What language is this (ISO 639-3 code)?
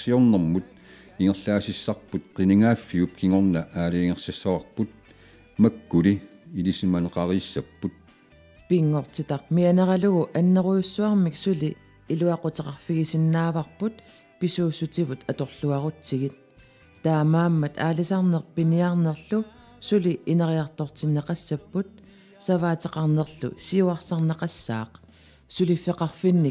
kal